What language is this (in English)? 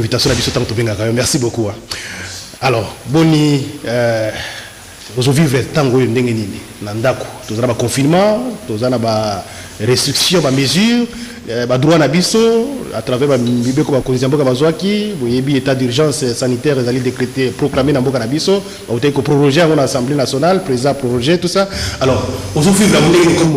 Lingala